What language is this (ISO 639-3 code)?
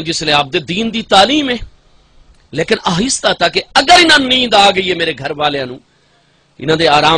skr